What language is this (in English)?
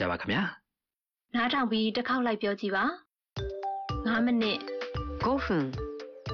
Burmese